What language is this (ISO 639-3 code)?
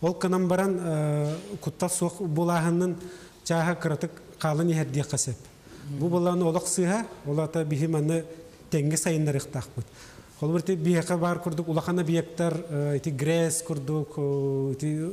sah